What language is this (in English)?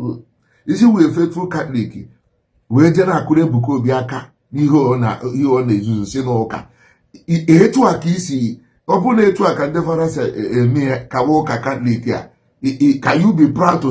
Igbo